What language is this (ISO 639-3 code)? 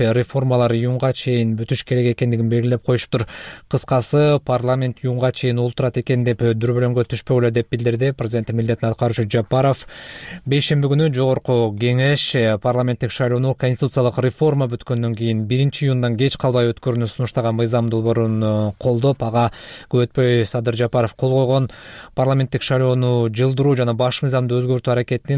kir